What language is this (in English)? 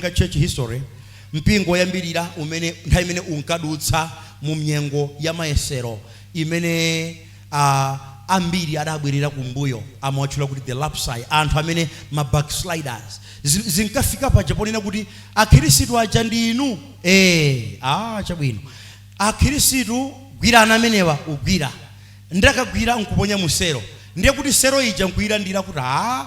Nyanja